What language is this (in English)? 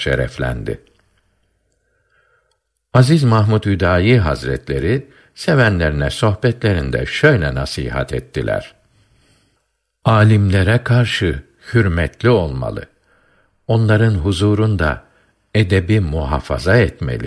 Turkish